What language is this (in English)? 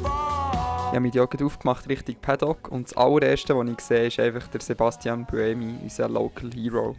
Swiss German